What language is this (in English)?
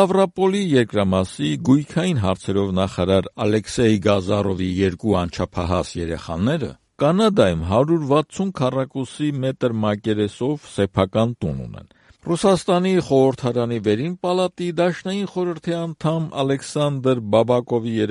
Armenian